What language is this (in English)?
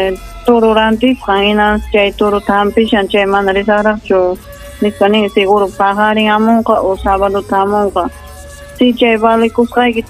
Ayacucho Quechua